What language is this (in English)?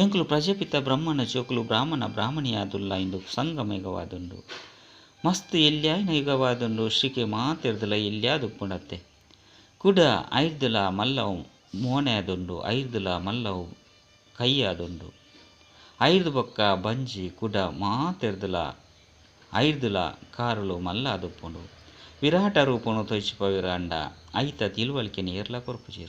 Tulu